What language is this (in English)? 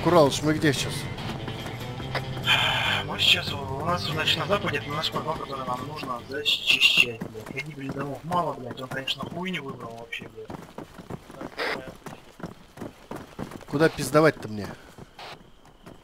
Russian